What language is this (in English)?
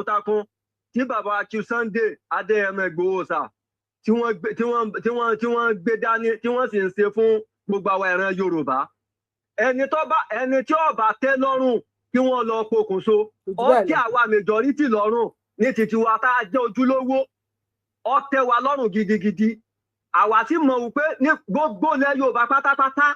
Yoruba